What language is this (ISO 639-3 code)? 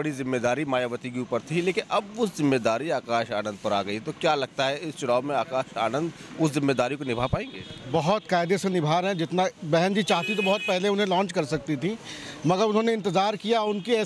hin